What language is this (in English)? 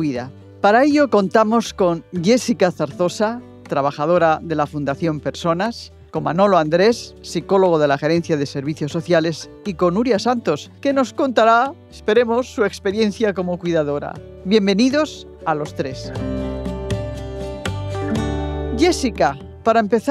Spanish